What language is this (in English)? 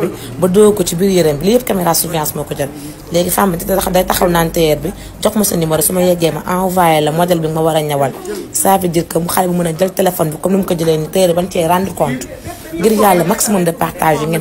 Wolof